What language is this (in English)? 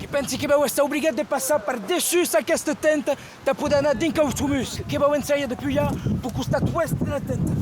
Occitan